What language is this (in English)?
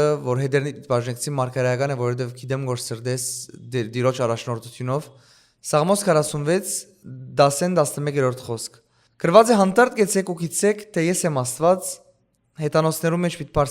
Western Armenian